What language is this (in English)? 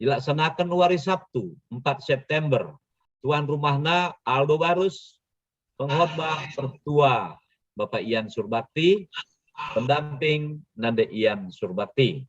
Batak Karo